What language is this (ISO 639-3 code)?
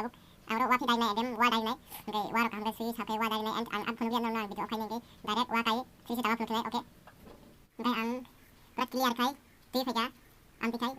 trp